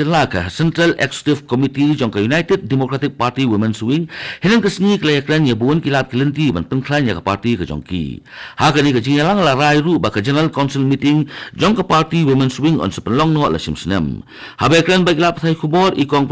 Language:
Khasi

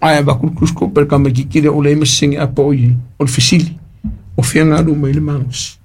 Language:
Samoan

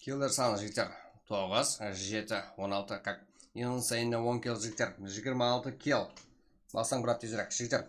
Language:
Kara-Kalpak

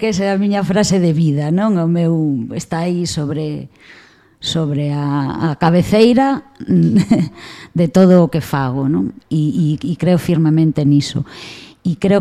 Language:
Galician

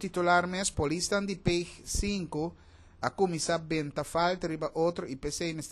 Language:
Papiamento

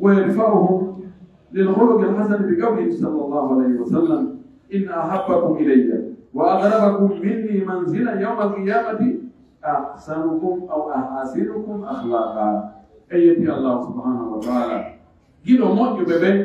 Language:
Pular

